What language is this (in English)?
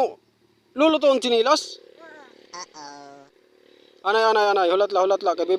Waray